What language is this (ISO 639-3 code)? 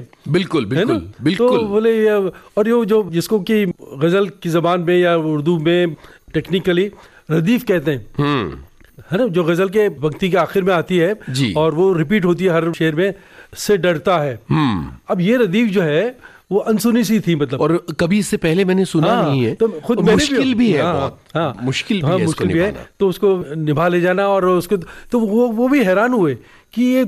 hin